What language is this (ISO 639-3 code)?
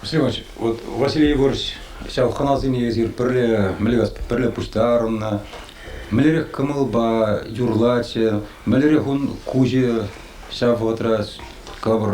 chv